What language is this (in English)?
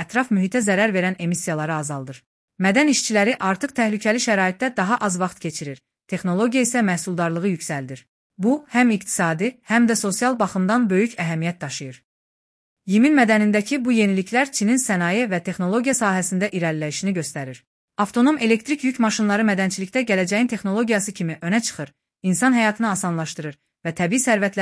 Azerbaijani